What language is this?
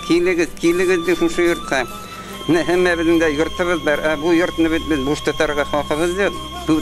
Bashkir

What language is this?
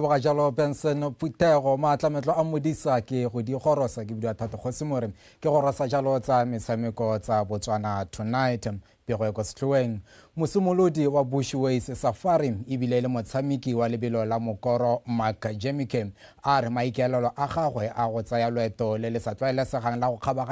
Tswana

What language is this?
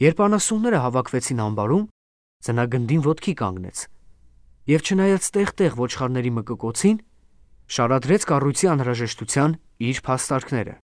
Armenian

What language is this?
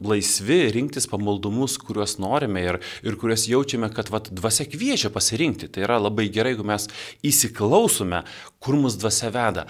Lithuanian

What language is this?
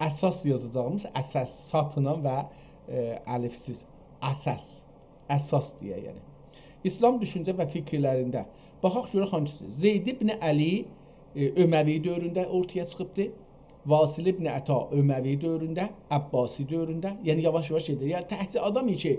South Azerbaijani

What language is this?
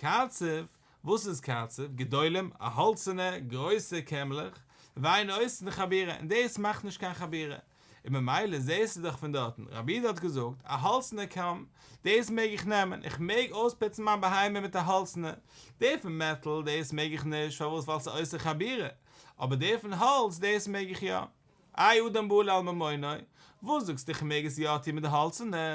Yiddish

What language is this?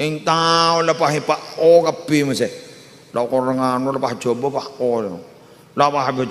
Madurese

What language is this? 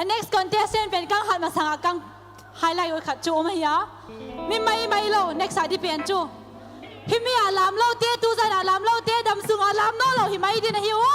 Paite Chin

